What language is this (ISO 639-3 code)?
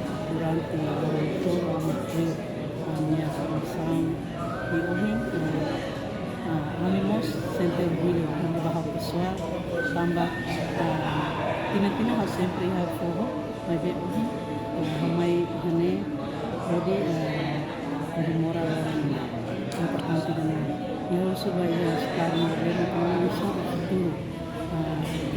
tet